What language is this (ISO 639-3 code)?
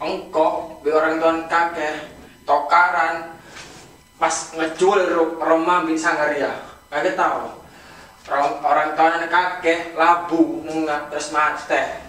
mad